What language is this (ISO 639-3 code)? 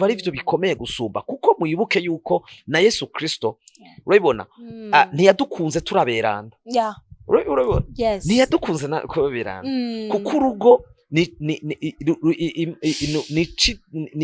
run